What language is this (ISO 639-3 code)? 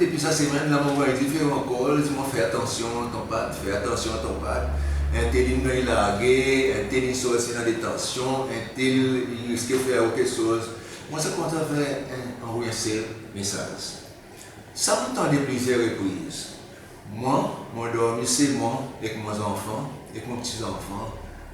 crs